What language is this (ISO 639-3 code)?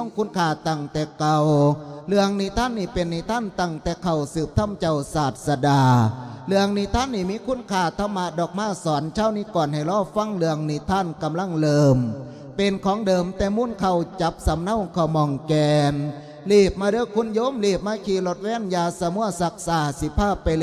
lao